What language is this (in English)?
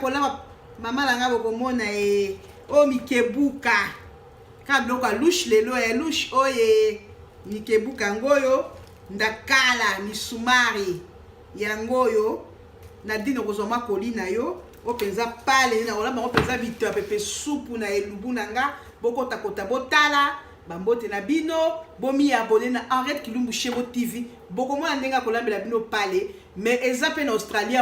Lingala